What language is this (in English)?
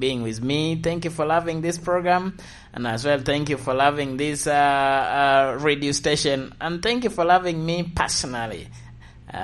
Lango (Uganda)